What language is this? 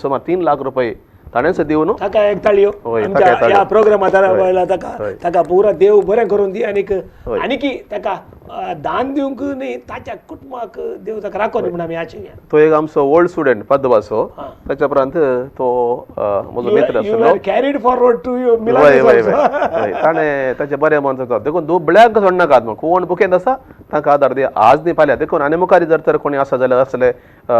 Konkani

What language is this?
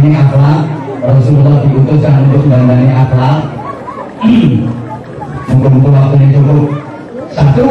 Javanese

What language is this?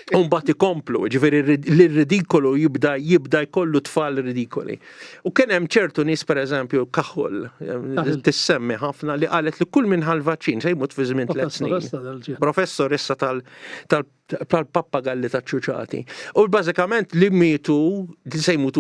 Maltese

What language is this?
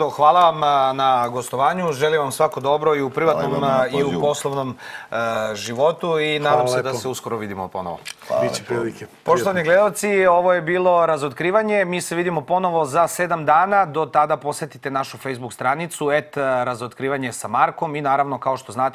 Serbian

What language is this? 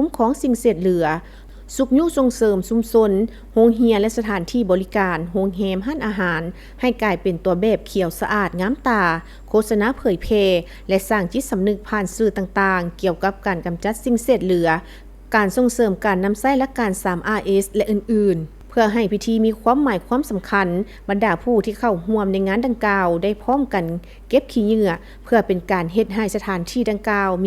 Lao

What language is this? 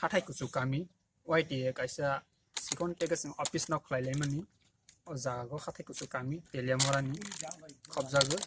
Kok Borok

